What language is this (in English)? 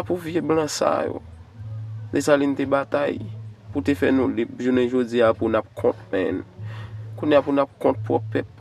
Haitian Creole